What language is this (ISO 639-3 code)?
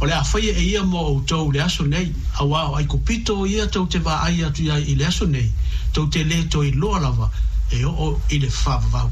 smo